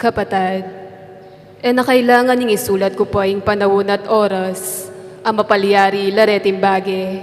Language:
Pampanga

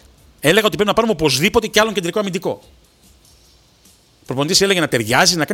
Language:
Greek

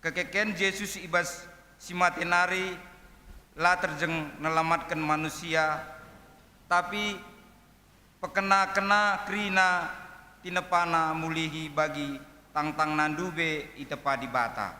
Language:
Batak Karo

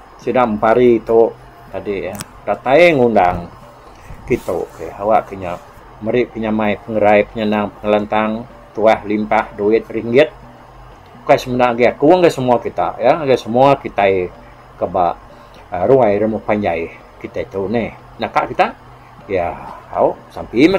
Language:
Iban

